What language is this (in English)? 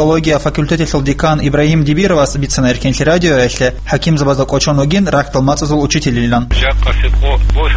Avaric